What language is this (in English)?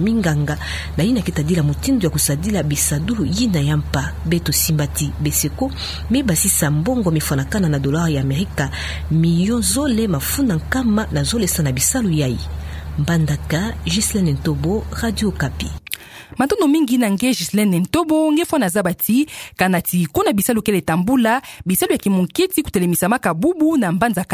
Kituba (Democratic Republic of Congo)